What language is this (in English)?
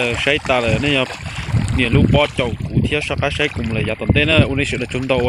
Hmong